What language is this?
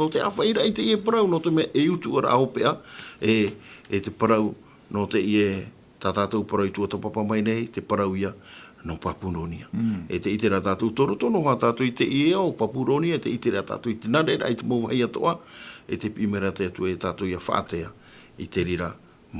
Tahitian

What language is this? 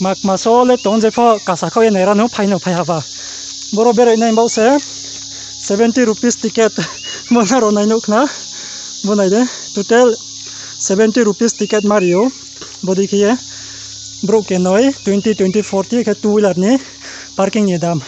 Riang (India)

